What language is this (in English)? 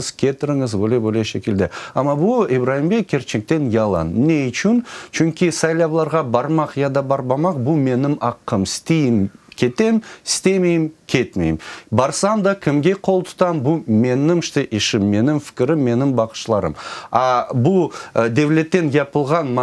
Crimean Tatar